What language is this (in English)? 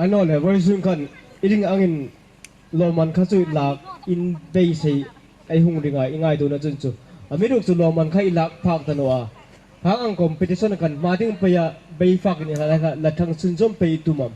Hmar